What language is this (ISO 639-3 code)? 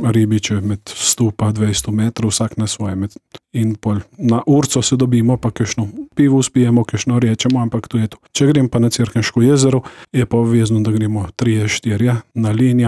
slv